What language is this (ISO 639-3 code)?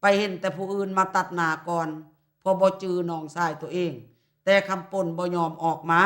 lao